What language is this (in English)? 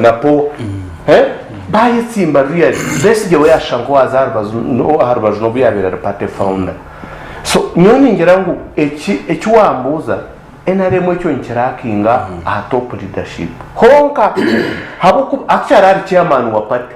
Nyankole